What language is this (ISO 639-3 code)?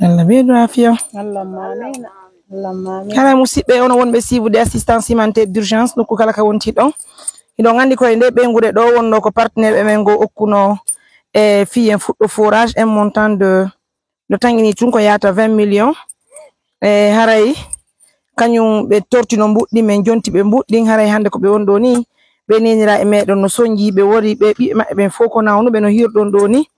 ful